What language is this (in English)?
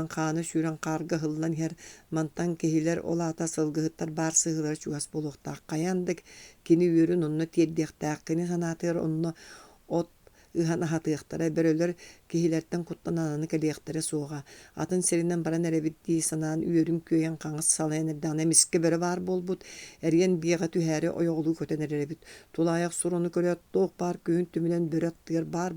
Yakut